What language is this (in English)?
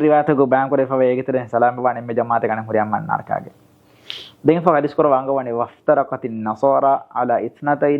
Divehi